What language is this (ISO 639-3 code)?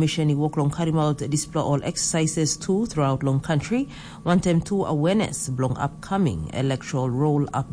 tpi